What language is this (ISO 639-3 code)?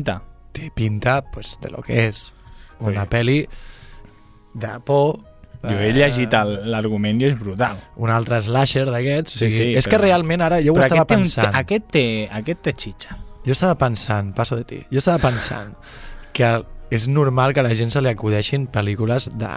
cat